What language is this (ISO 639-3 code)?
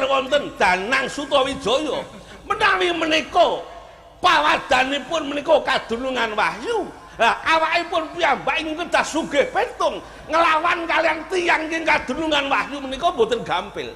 jav